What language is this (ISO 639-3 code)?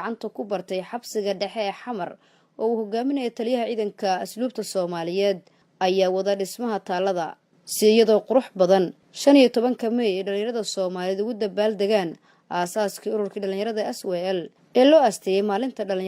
som